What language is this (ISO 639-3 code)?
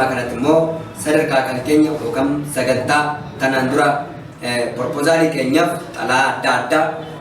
orm